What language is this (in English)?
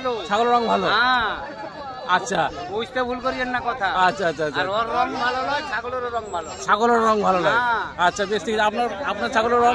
Bangla